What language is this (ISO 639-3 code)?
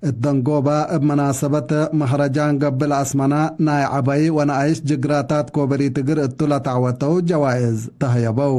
tig